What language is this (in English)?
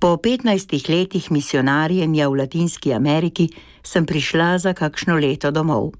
Slovenian